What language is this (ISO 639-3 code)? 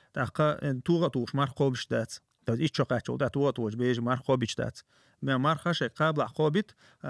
che